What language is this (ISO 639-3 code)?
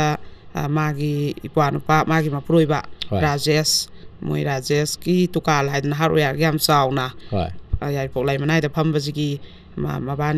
mni